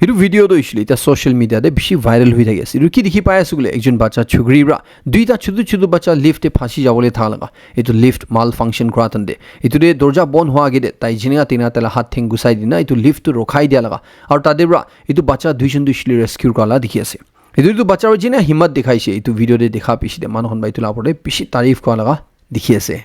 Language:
Naga Pidgin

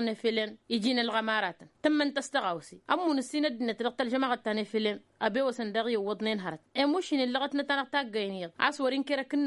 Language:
Tamasheq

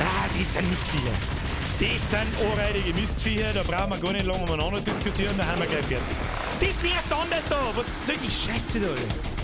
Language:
Bavarian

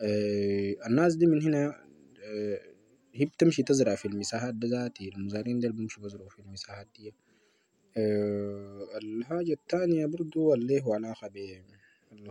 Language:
Sudanese Arabic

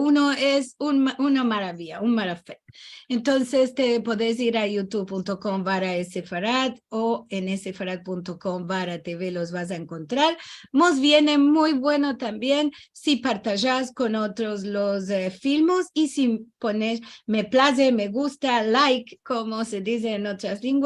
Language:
Ladino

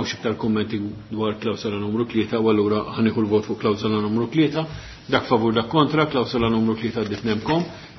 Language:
Maltese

